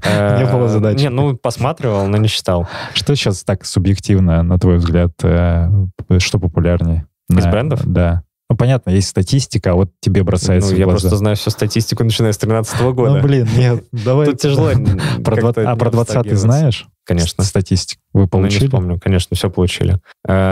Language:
Russian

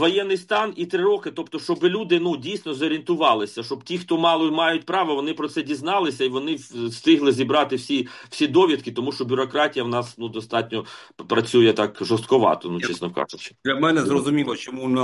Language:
Ukrainian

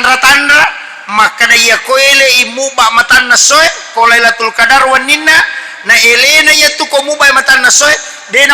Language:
Buginese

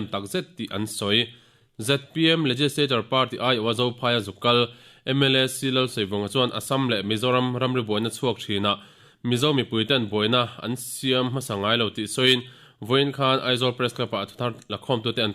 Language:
Mizo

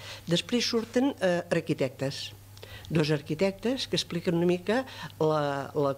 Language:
Catalan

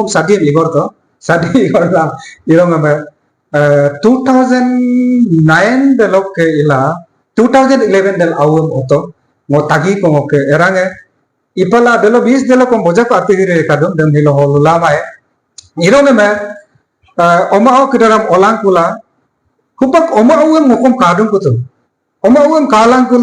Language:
Adi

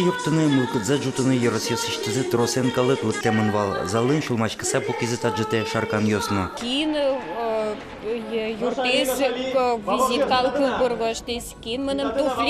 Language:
Udmurt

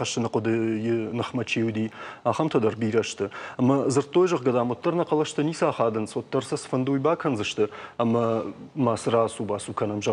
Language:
Ossetic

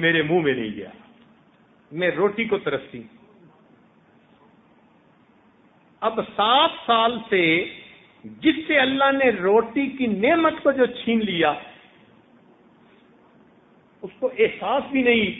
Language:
Urdu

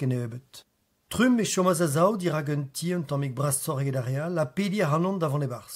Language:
Breton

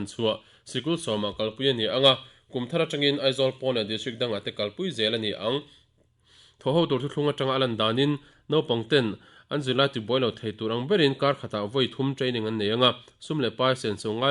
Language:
Mizo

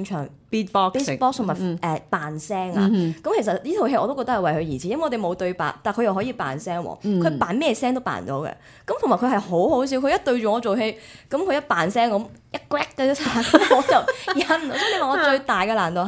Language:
Cantonese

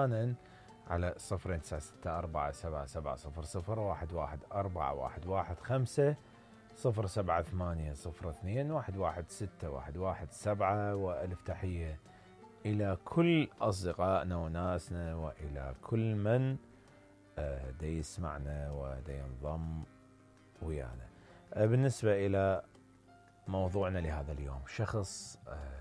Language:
Mesopotamian Arabic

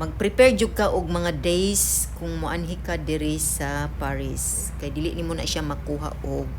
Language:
Cebuano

